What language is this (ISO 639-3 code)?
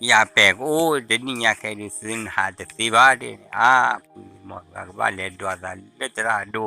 ksw